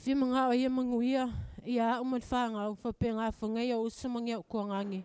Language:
Samoan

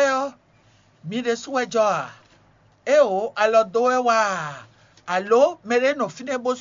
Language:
Fon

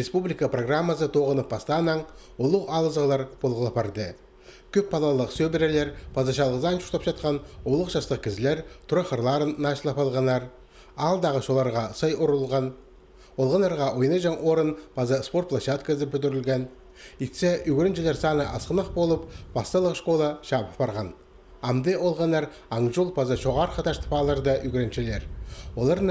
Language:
Khakas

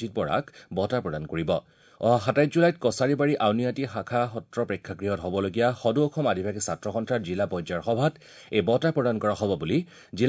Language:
Assamese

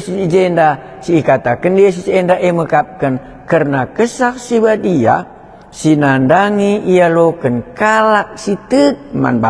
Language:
Batak Karo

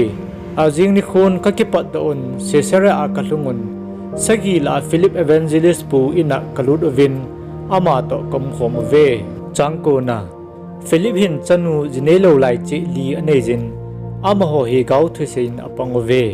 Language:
Thado Chin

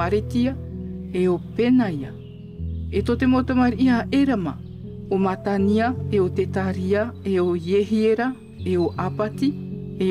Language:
Tahitian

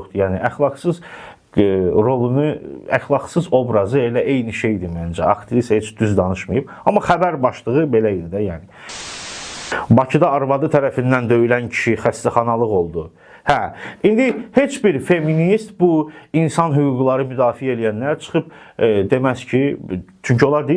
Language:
Azerbaijani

